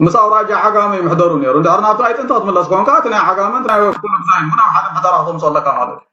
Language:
Tigrinya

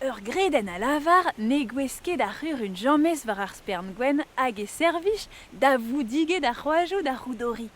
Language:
Breton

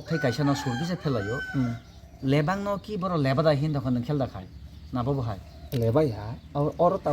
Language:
Kok Borok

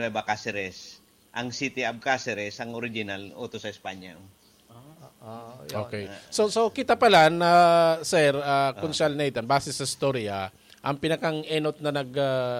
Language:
Bikol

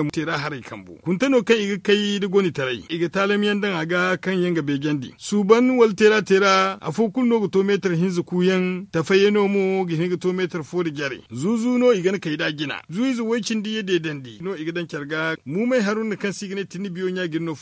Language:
Zarma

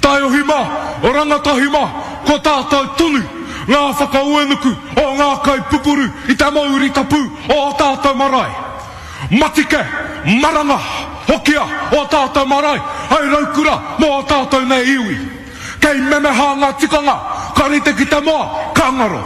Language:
Māori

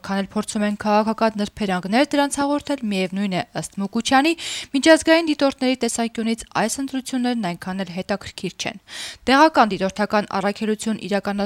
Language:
Armenian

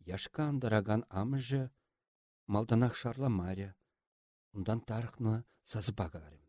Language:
Chuvash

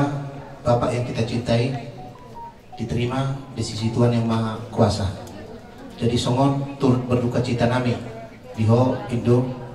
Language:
Batak Toba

